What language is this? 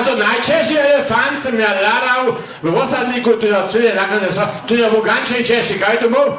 Upper Sorbian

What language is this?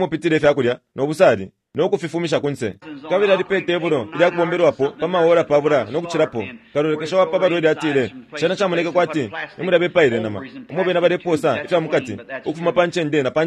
Bemba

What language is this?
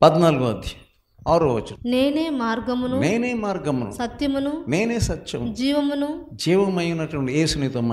Telugu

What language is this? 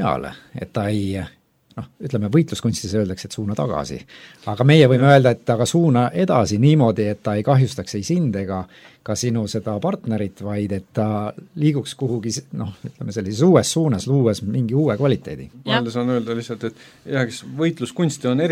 Estonian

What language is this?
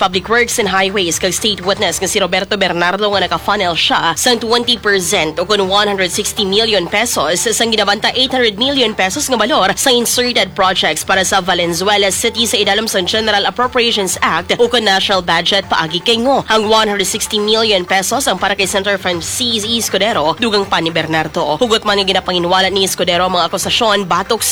Hiligaynon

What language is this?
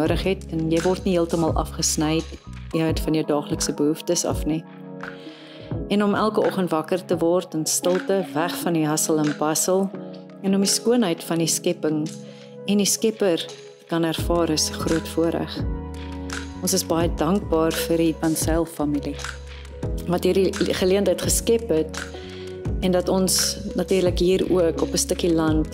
Afrikaans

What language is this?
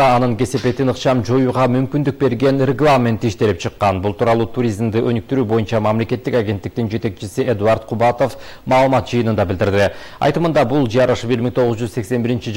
Kyrgyz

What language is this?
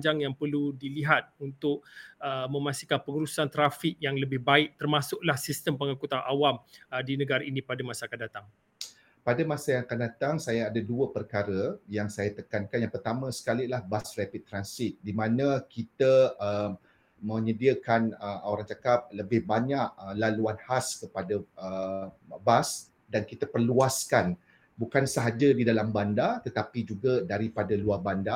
Malay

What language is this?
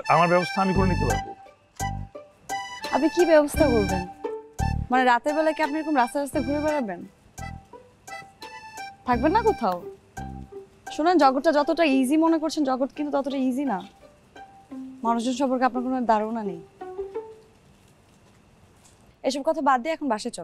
Bangla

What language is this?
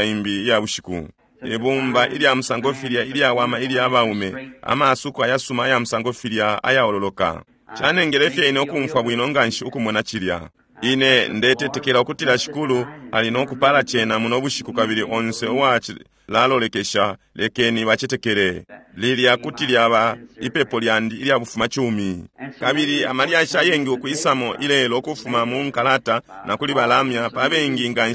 Bemba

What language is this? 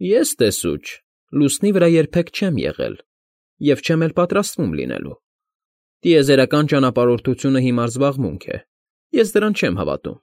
Armenian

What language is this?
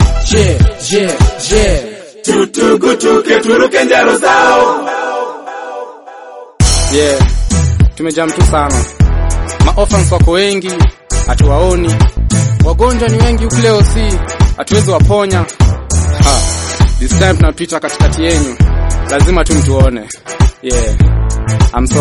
Swahili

